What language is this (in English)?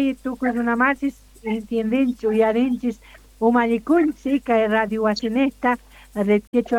South Bolivian Quechua